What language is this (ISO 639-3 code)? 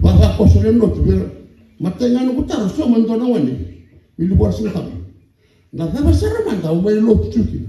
fij